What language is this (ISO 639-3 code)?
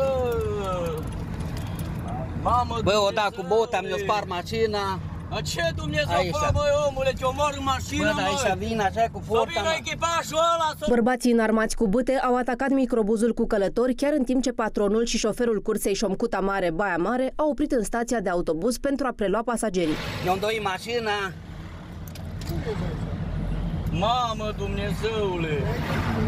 ron